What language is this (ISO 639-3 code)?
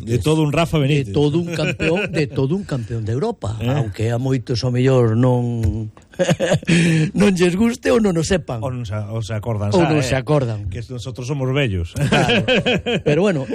glg